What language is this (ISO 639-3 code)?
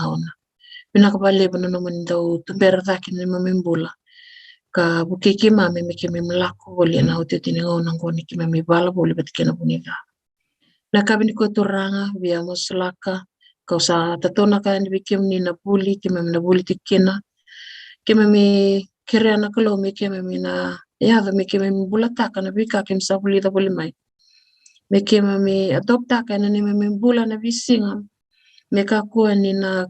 fij